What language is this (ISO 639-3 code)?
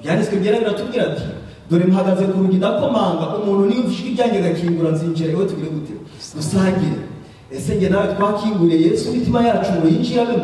kin